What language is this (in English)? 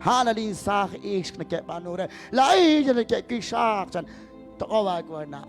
Kekchí